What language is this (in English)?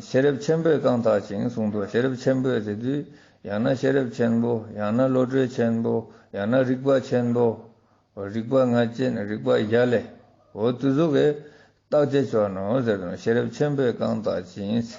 Ladakhi